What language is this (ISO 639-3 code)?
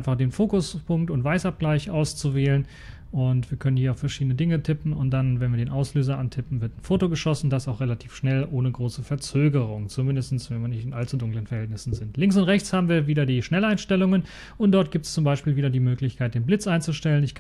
deu